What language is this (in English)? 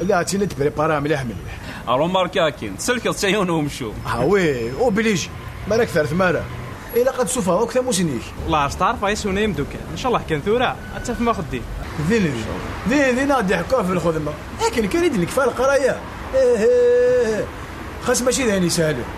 Kabyle